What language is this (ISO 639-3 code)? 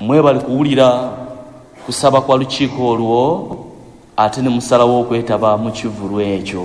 lug